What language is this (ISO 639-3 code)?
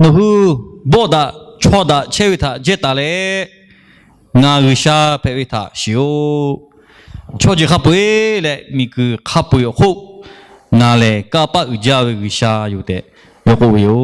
lhu